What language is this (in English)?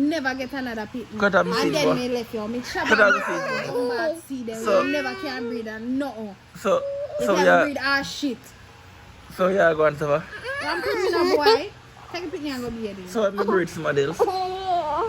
Jamaican Creole English